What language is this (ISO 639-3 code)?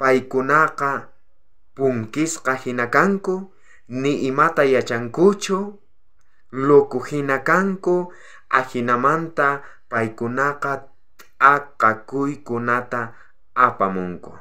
quh